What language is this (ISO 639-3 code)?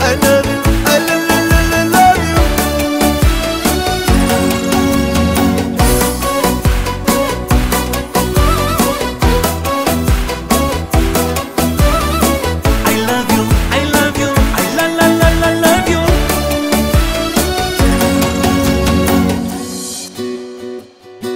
ron